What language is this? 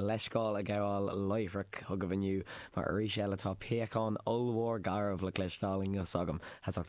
Irish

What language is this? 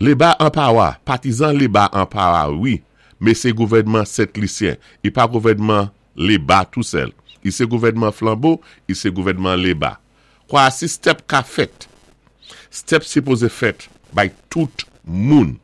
Saint Lucian Creole French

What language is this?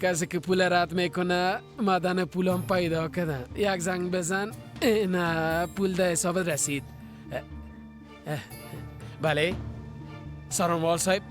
Persian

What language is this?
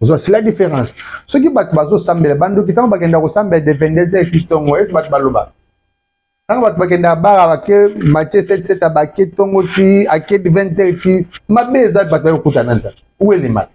Lingala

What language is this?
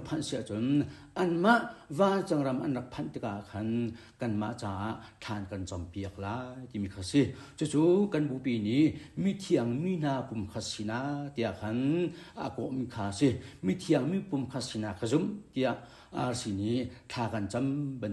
Hakha Chin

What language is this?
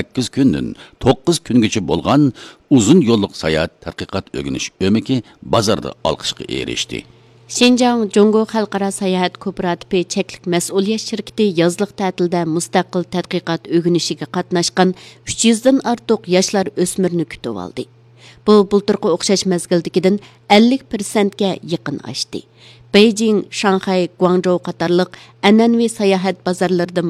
Uyghur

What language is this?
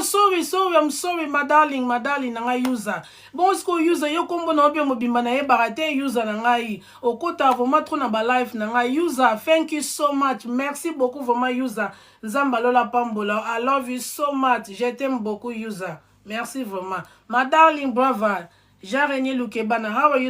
Lingala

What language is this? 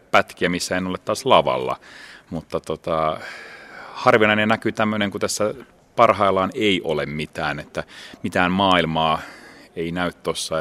Finnish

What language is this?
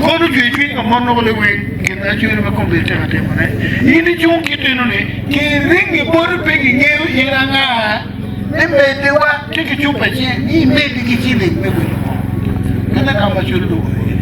Acoli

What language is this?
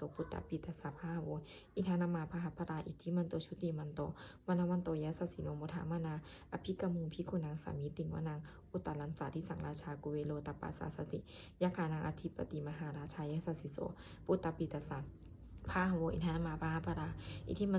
Pali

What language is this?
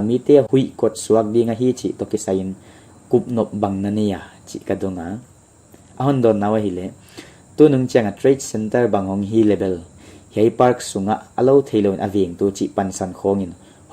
Paite Chin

